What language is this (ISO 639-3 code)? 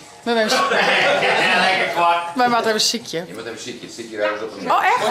fry